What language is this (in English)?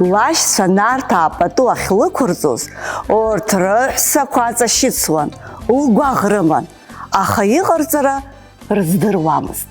Abkhazian